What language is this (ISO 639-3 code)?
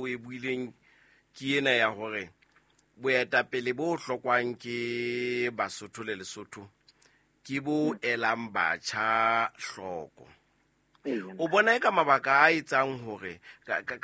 sot